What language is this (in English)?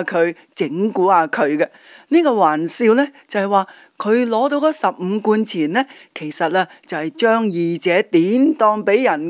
Cantonese